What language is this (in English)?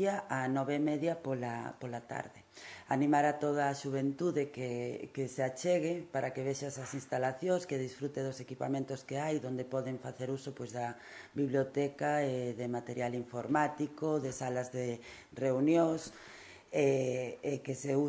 Galician